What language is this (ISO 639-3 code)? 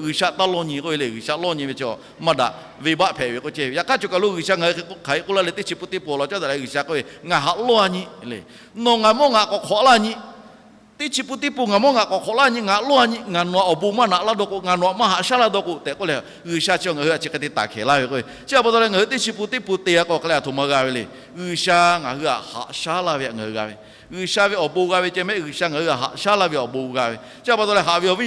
lhu